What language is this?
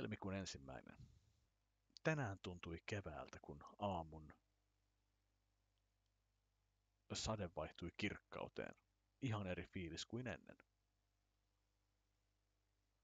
Finnish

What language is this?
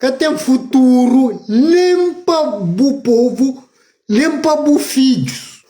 Kabuverdianu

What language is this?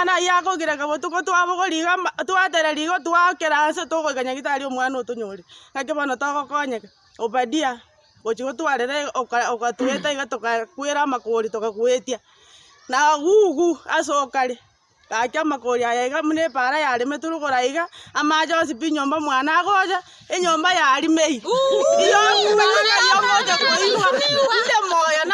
Gusii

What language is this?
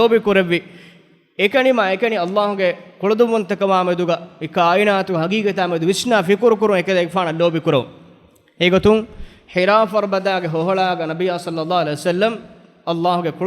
Divehi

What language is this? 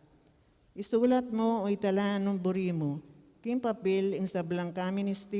Pampanga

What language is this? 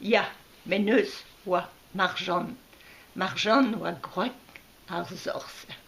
Breton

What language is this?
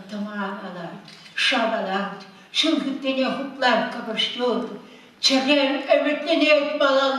Chuvash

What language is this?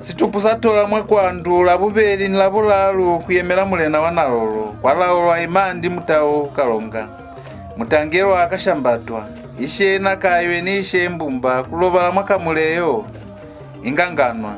Lozi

